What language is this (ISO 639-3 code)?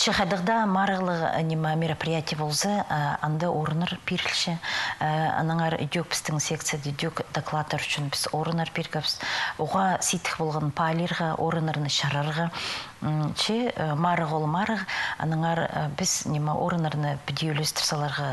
kjh